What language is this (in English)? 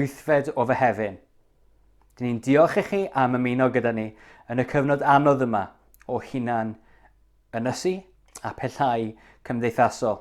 Welsh